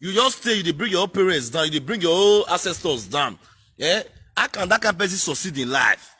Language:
Nigerian Pidgin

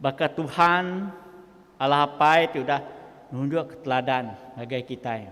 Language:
Iban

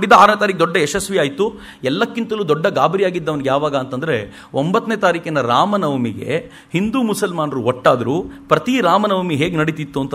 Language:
Kannada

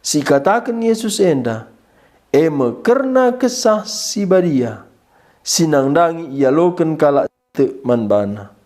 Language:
Batak Karo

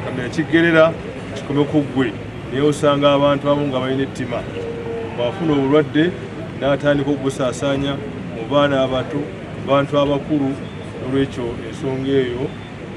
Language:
Ganda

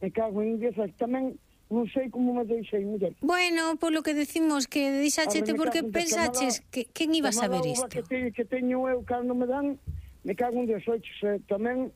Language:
Galician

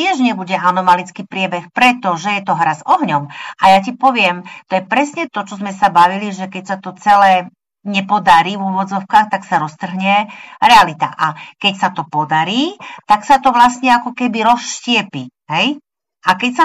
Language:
Slovak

